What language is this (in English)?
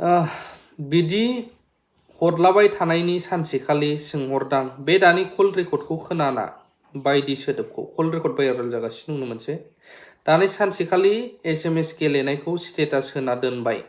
Bodo